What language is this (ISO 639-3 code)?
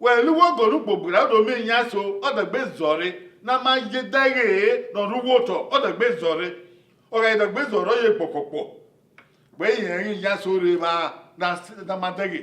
bin